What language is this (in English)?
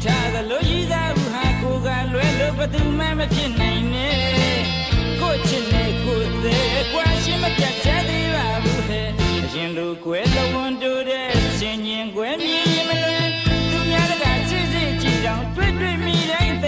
Burmese